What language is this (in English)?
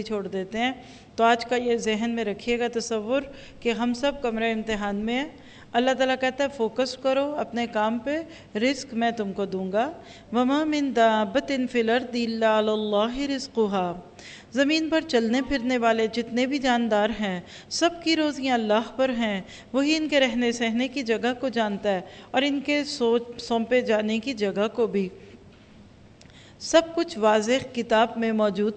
Urdu